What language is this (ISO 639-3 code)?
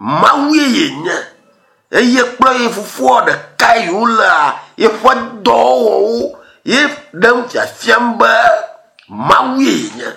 ewe